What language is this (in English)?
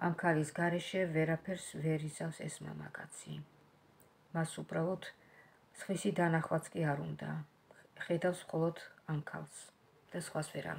Georgian